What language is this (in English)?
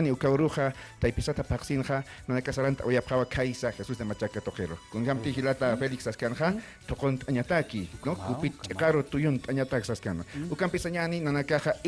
Aymara